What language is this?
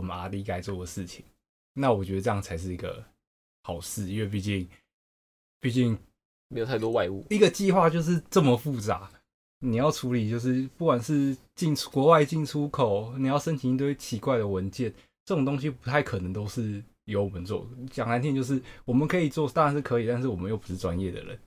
Chinese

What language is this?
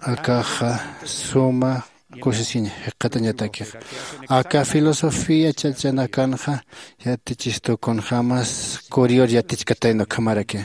Aymara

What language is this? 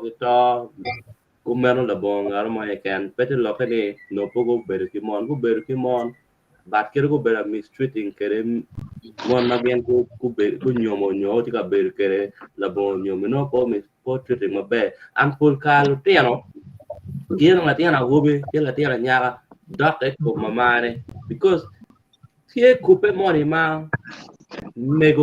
Acoli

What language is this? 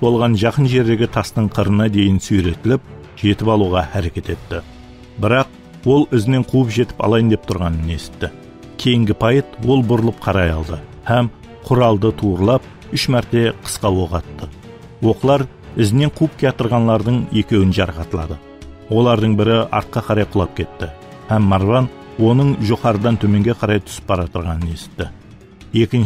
Kara-Kalpak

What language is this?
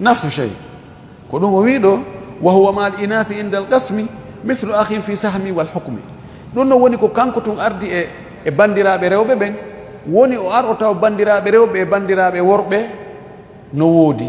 Fula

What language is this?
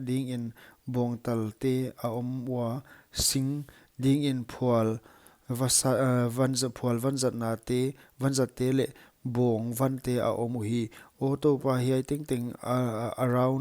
Paite Chin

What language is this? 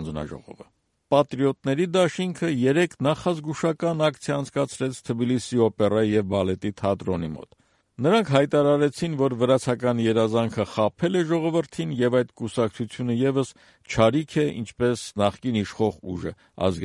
Armenian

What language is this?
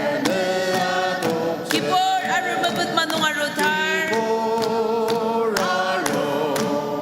Ao Naga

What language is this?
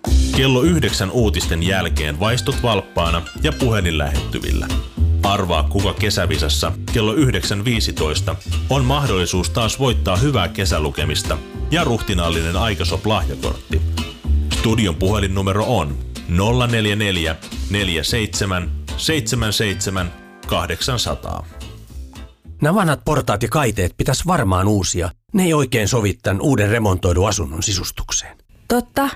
Finnish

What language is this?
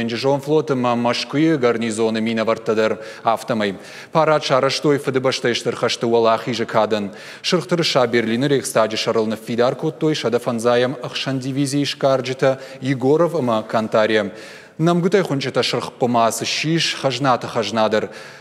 Ossetic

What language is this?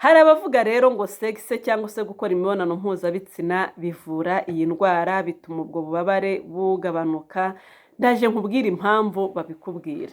Kinyarwanda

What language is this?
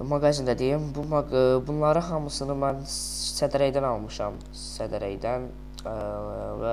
Azerbaijani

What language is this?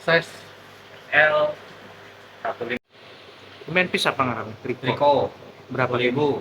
Banjar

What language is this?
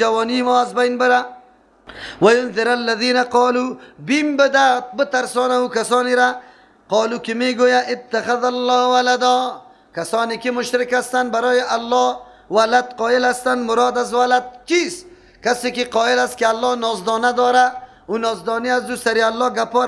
Persian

